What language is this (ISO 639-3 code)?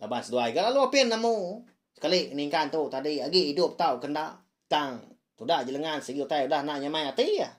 iba